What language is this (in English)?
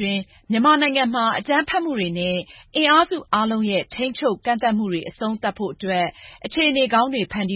Burmese